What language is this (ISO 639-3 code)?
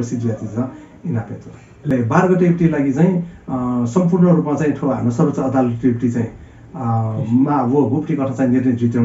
new